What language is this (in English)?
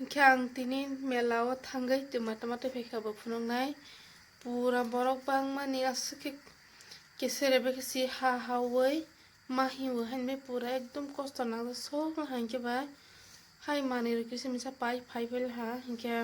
Kok Borok